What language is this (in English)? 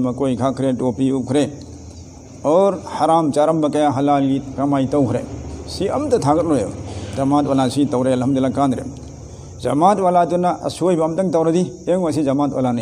Manipuri